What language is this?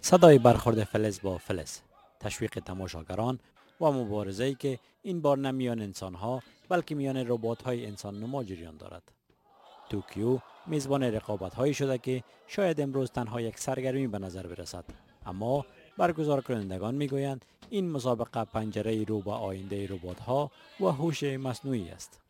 Persian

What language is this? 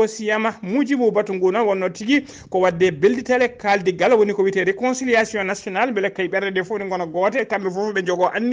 Fula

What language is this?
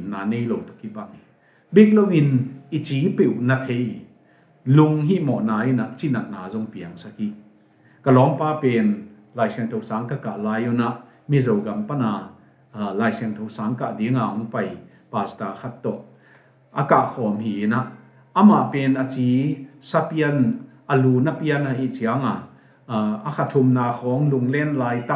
Tedim Chin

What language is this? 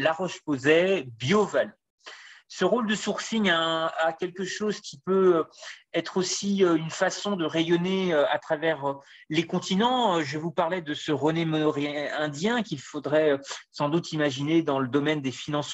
French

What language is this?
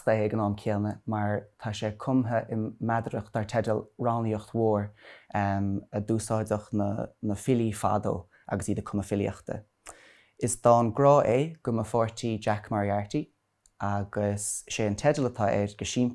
Irish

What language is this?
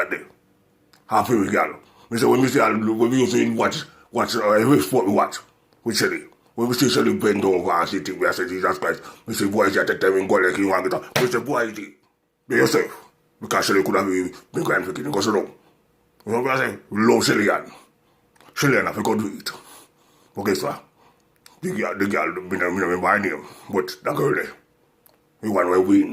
Jamaican Creole English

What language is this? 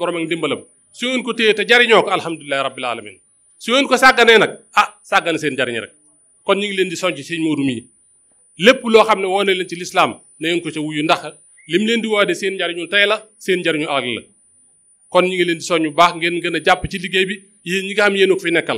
Wolof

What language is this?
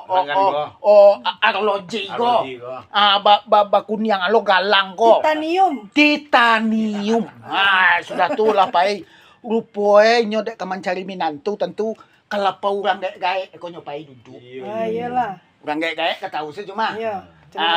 Minangkabau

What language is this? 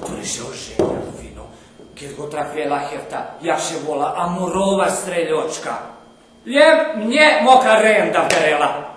Rusyn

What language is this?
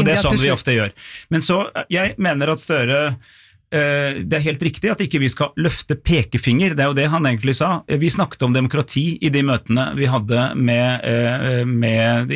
Norwegian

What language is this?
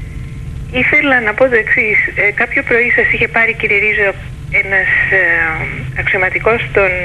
Greek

